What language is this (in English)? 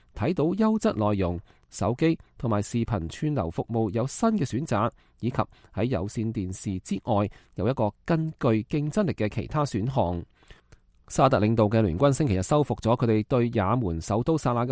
Cantonese